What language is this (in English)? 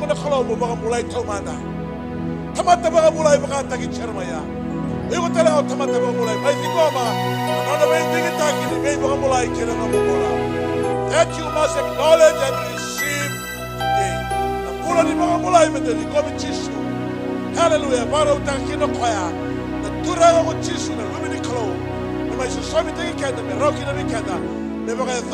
Fijian